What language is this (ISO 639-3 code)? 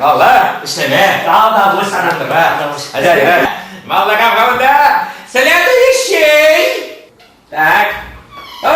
chv